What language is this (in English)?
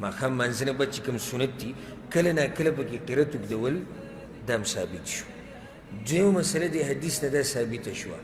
Pashto